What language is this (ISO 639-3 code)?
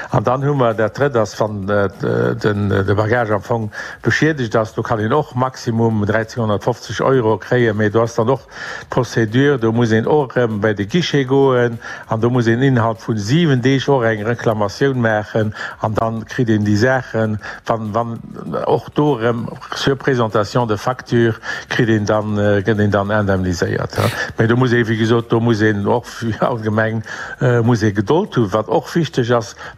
ltz